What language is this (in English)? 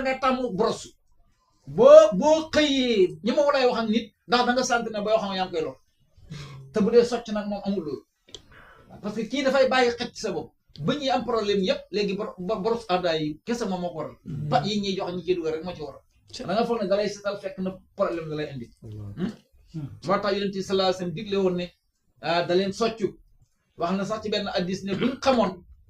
Wolof